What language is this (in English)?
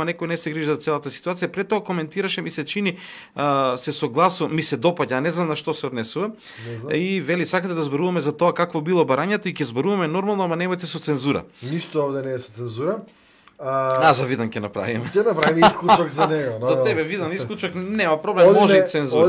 Macedonian